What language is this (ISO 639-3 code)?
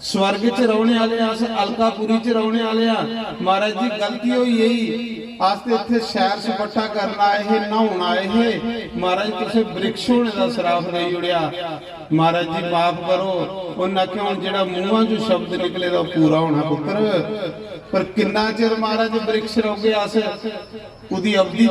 doi